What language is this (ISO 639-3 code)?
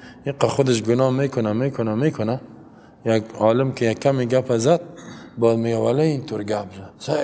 fas